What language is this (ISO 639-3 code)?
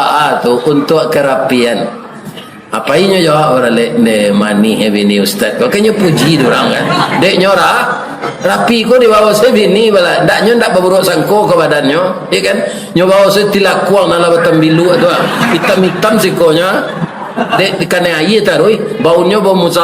min